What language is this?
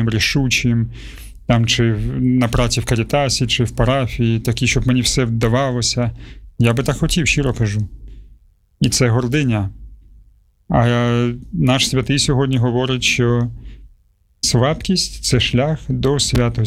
Ukrainian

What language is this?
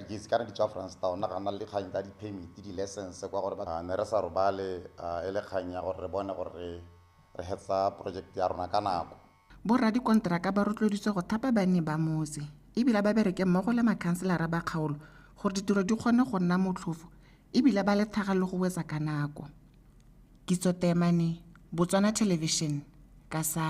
Tswana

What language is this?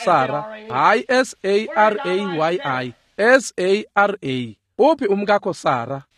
Swati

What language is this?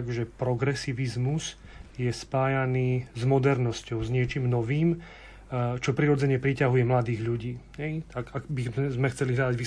Slovak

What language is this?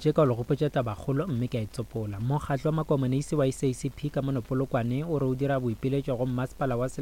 Northern Sotho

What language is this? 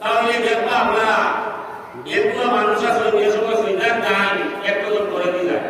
Sylheti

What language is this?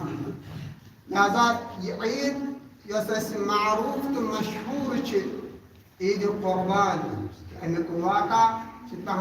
Kashmiri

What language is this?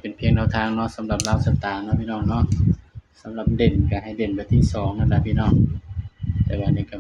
Northeastern Thai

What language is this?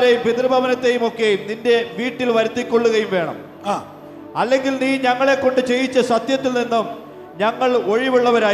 Malayalam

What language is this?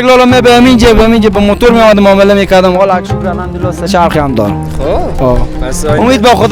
Persian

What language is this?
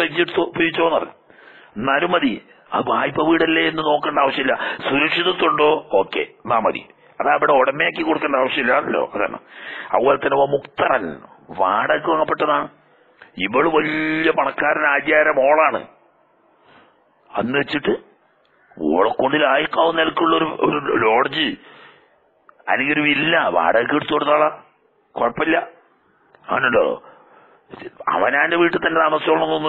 Malayalam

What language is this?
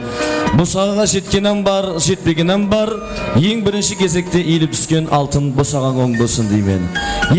Kara-Kalpak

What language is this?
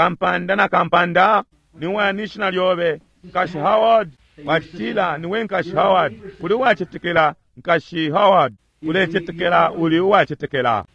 Bemba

